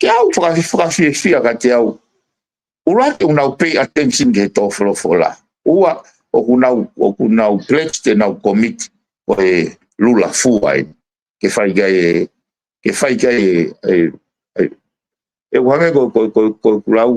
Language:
Tongan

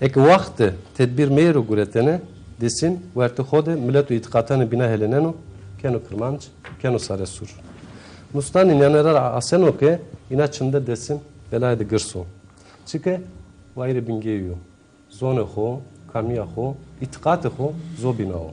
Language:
Zaza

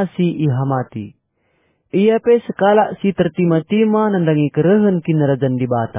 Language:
Batak Karo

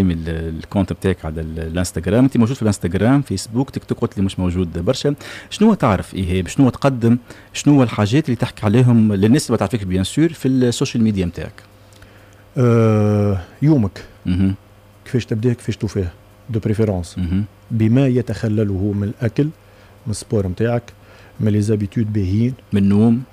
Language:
Tunisian Arabic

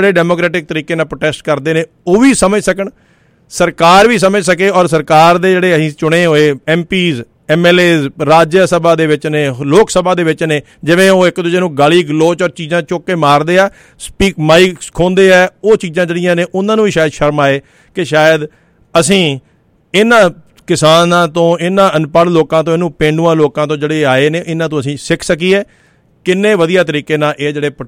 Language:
Punjabi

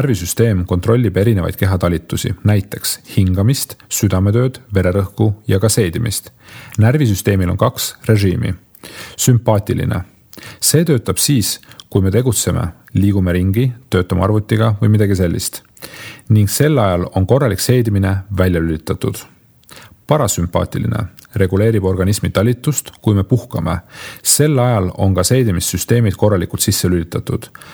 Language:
Estonian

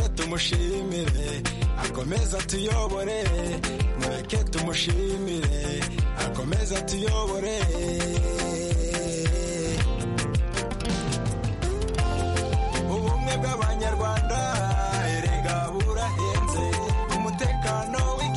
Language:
Kinyarwanda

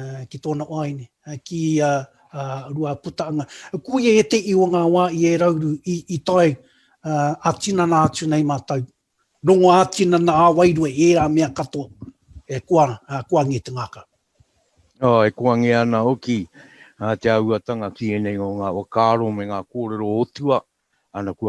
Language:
Māori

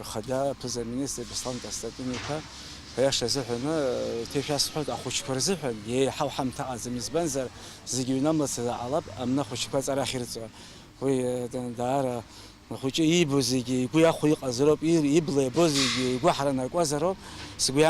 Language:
Abkhazian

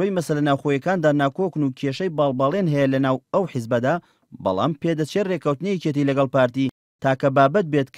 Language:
Central Kurdish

